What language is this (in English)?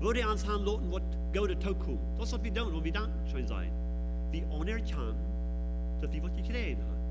Plautdietsch